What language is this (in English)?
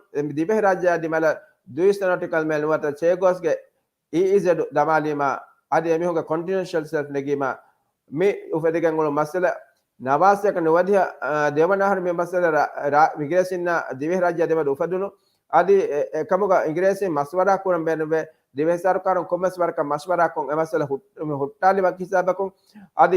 Divehi